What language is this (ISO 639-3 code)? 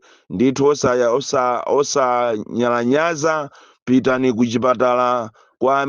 nya